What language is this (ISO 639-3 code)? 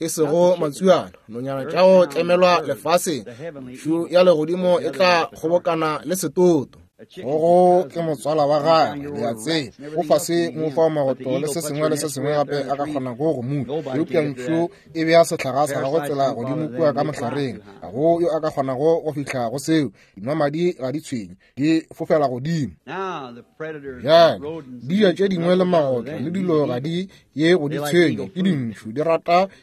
nso